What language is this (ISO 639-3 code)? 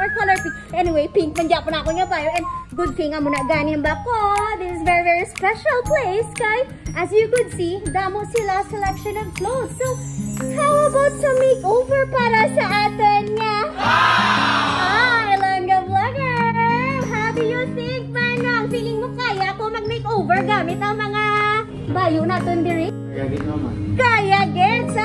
hil